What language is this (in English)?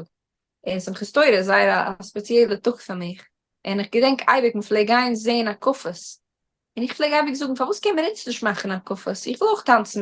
Yiddish